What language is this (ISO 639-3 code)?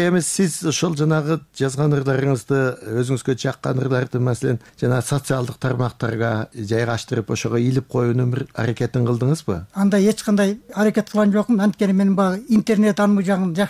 kir